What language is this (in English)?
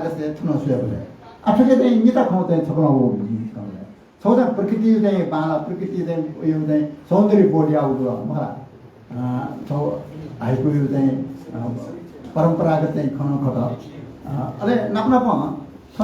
Newari